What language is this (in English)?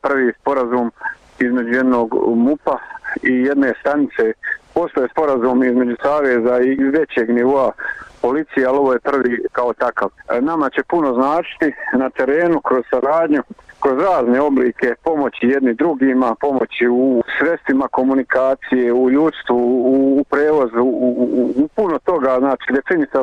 Bosnian